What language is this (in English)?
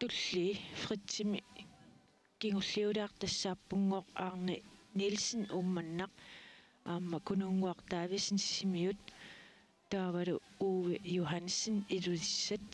Kalaallisut